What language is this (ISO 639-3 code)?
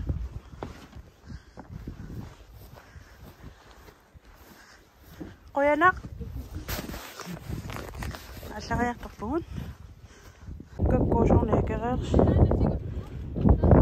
kal